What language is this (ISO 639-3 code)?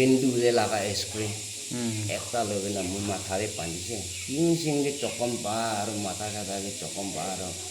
nag